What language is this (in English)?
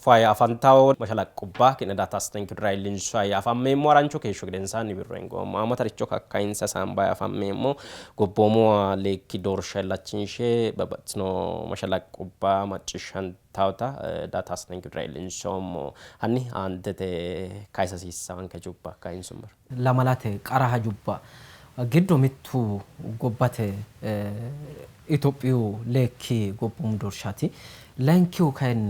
Sidamo